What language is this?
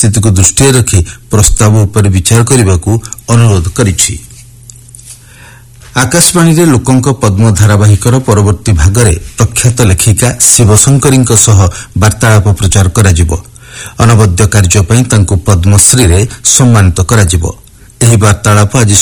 Odia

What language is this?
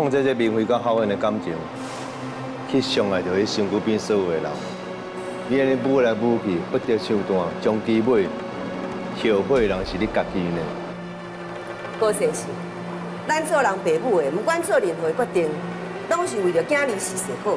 Min Nan Chinese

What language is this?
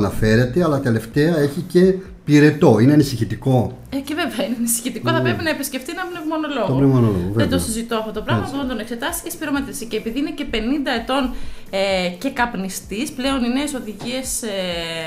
Greek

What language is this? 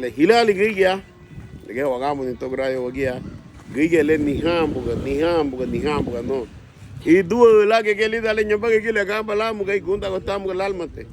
Garifuna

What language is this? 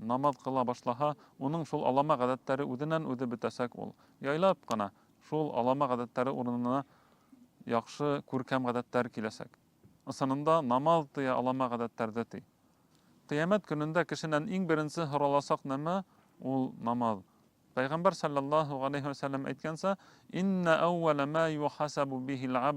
Bashkir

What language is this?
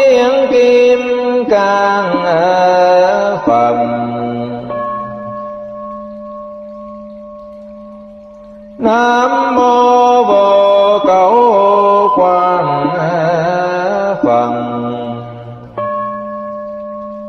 Vietnamese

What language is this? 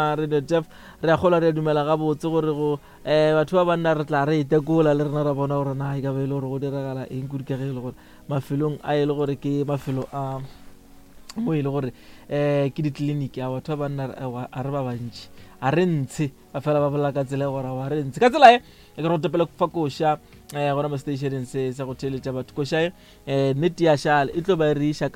Northern Sotho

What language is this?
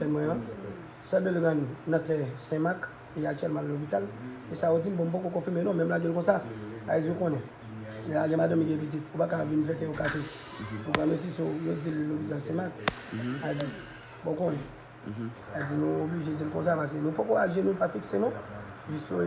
Haitian Creole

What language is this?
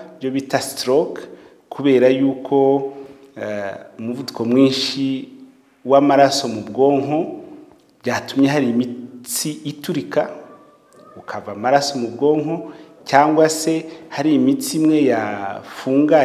Kinyarwanda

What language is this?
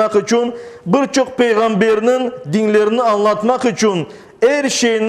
Crimean Tatar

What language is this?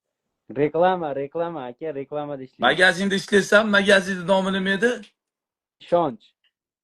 Uzbek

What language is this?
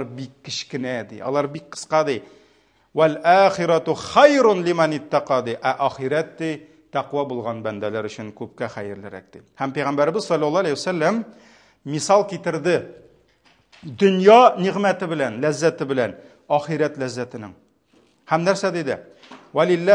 Tatar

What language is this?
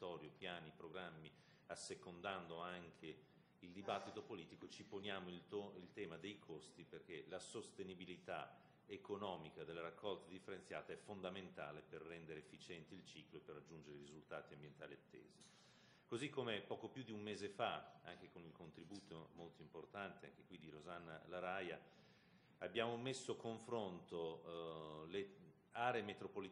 Italian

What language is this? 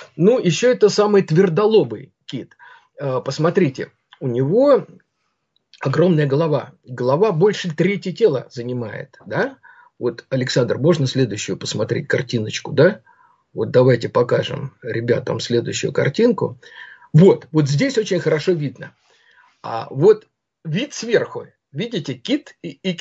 Russian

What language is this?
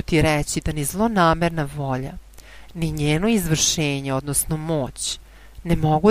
Serbian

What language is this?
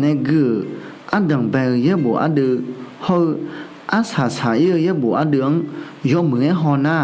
Akha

